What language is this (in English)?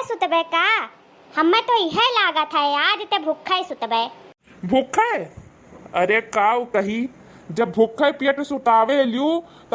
Awadhi